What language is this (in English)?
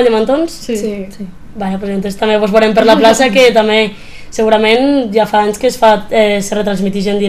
Catalan